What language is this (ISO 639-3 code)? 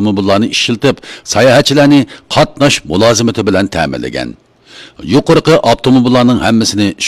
uig